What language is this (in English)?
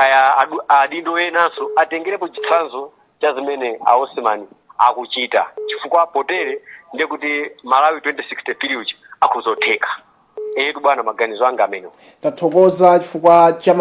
Nyanja